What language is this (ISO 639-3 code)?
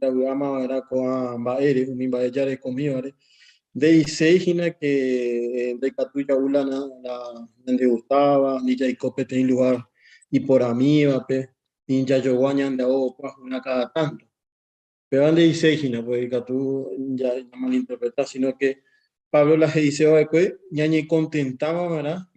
grn